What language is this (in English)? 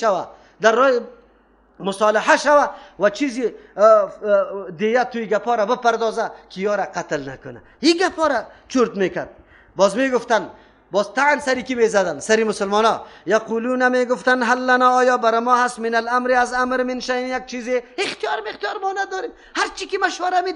Persian